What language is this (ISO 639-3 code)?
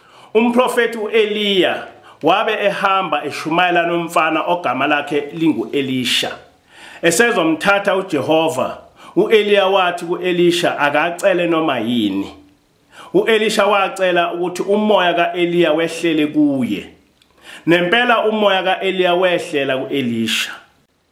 zul